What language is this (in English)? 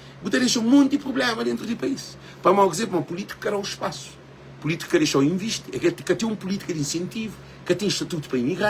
Kabuverdianu